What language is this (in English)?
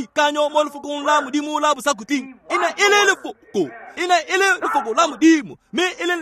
Tswana